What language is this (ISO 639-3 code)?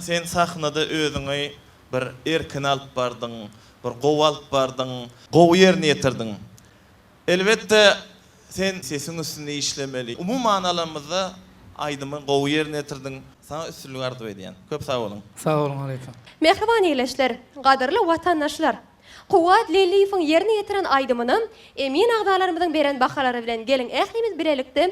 tuk